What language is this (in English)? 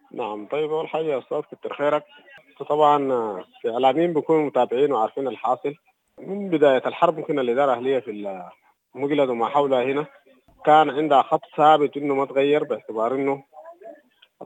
Sudanese Arabic